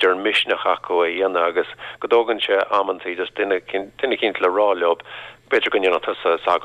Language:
Irish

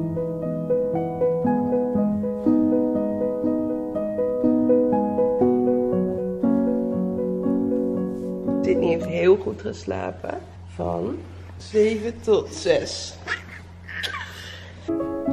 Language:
Dutch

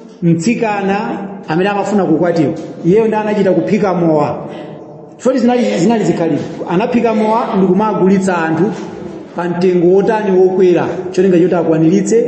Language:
Nyanja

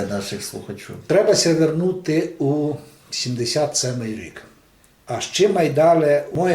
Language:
Rusyn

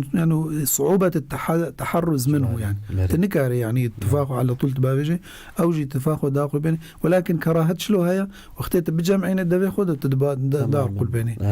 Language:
Kurdish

